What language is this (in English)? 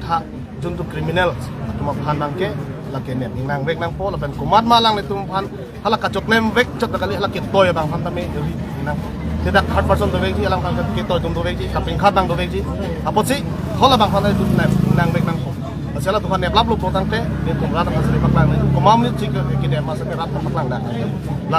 Karbi